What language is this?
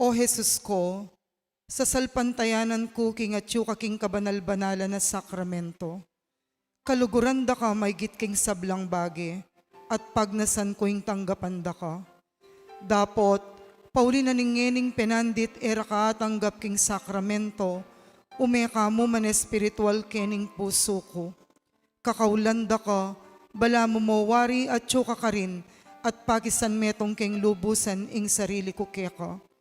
Pampanga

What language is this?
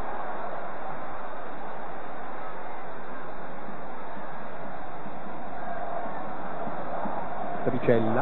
Italian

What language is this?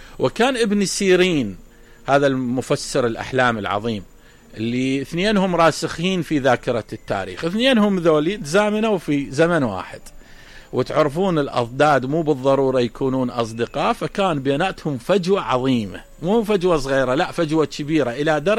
Mesopotamian Arabic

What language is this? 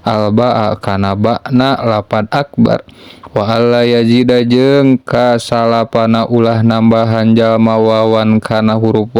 Sundanese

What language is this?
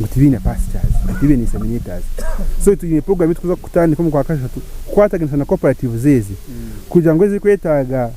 Nyankole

